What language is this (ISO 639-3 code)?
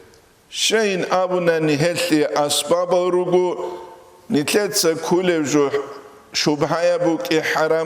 ava